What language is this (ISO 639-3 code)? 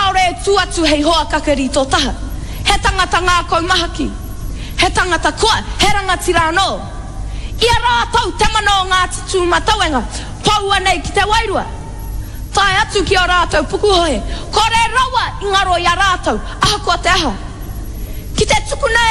mri